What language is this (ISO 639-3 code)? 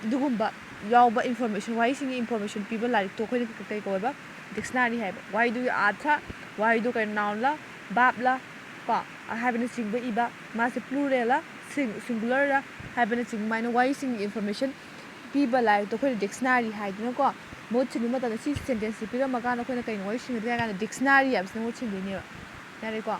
mni